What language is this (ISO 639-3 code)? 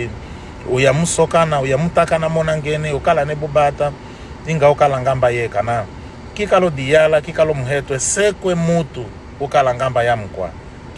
kmb